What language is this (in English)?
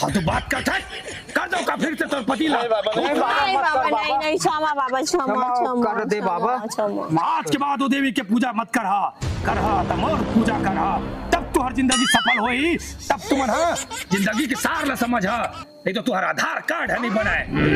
Chhattisgarhi